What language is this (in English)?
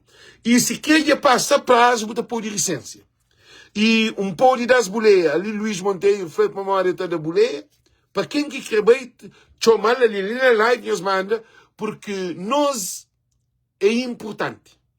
Kabuverdianu